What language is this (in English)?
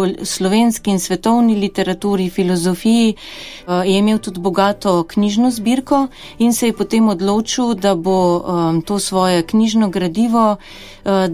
Slovenian